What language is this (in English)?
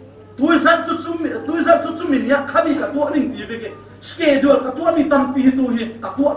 Falam Chin